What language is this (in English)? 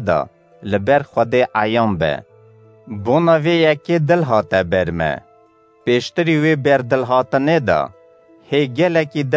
Kurdish